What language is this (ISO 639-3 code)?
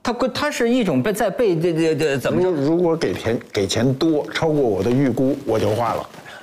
zho